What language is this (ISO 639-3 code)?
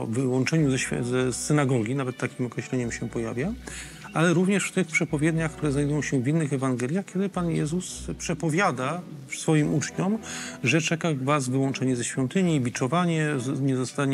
pol